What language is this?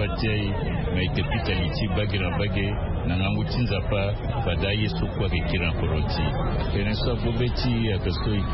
Sango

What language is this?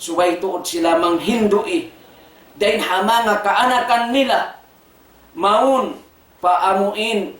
Tausug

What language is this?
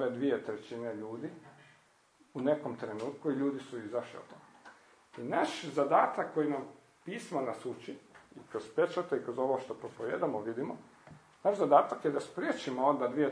Croatian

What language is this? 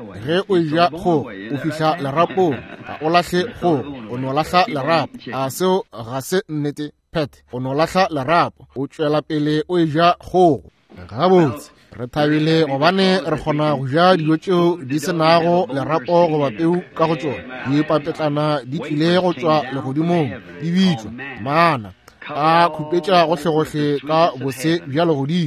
Northern Sotho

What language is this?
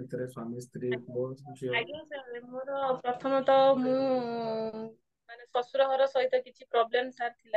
Odia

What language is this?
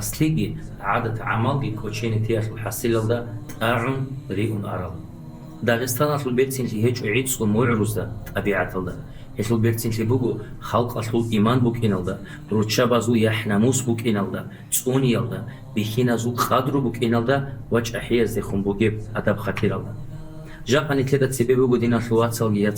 Avaric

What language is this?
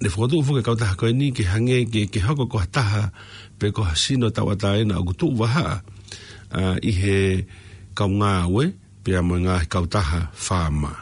Tongan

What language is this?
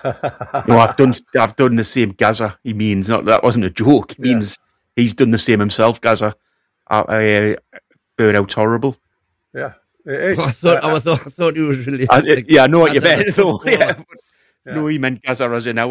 English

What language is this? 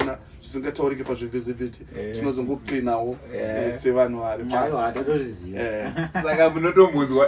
Shona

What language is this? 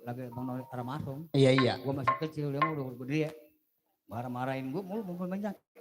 Betawi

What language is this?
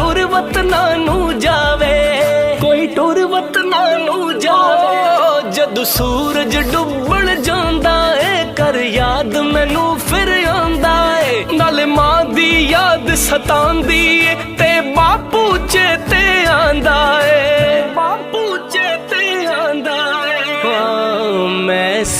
Pahari-Potwari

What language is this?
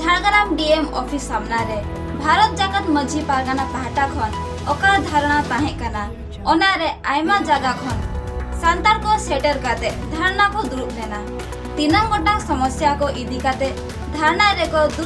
Santali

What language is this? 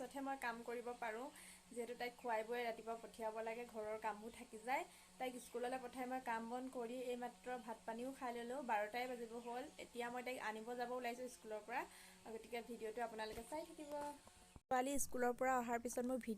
Assamese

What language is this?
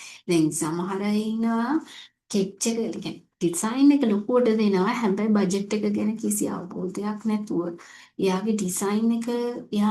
Sinhala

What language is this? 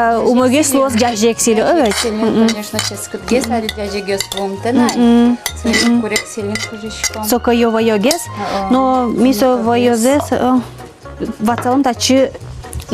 Udmurt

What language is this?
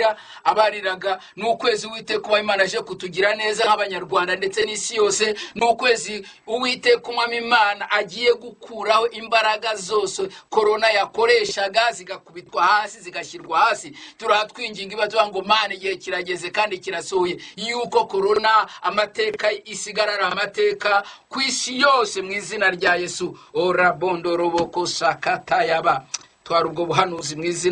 Kinyarwanda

